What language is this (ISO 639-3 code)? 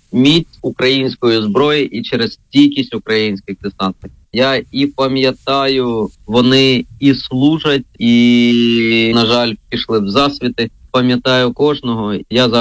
ukr